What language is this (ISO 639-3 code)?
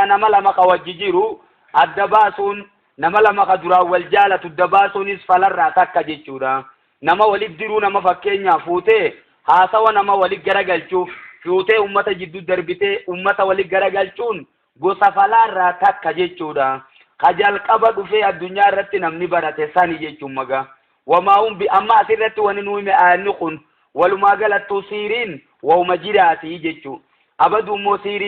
orm